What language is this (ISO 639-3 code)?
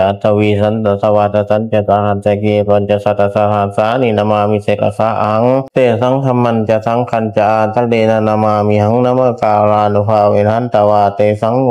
pli